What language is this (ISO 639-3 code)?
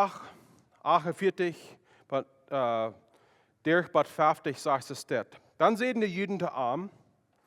pdt